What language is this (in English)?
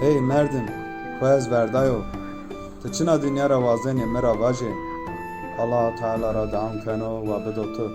Zaza